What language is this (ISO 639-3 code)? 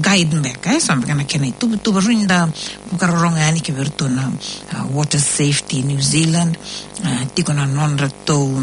fij